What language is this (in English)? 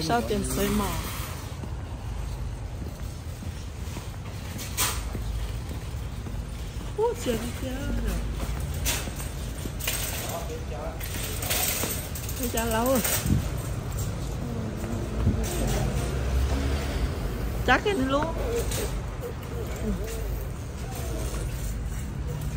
Vietnamese